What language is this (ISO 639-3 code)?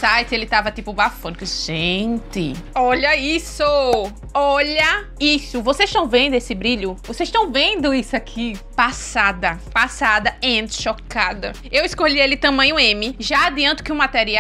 por